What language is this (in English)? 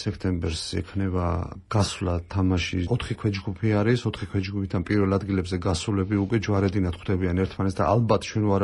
Georgian